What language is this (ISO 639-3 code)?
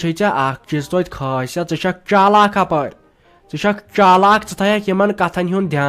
kas